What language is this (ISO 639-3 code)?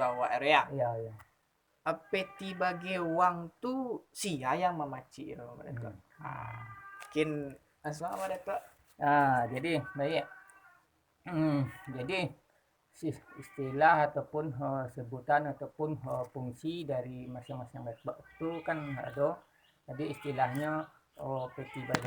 min